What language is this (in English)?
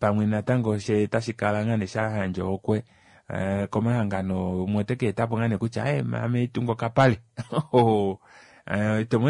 Kuanyama